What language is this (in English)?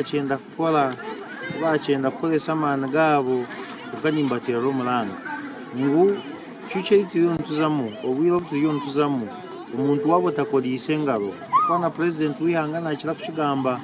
Nyankole